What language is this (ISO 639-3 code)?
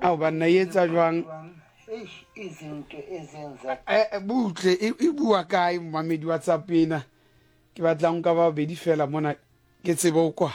sot